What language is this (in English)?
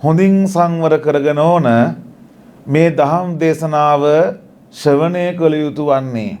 Sinhala